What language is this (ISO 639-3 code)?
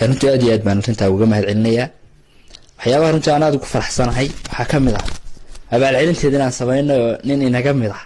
som